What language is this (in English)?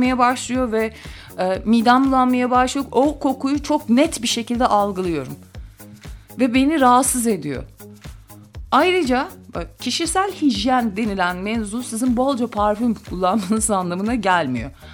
Turkish